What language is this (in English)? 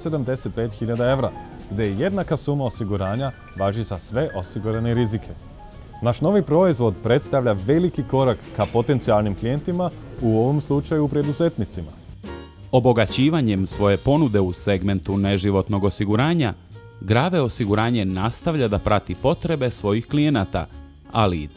Serbian